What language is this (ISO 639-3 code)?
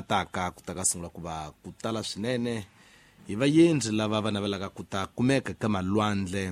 tso